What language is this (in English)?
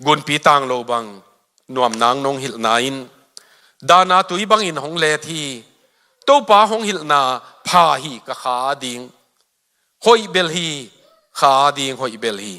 Tedim Chin